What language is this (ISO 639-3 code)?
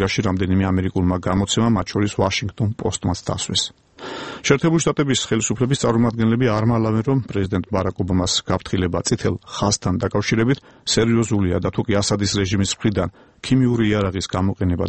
kat